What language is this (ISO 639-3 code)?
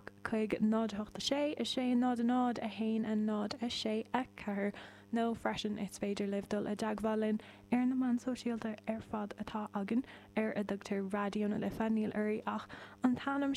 gle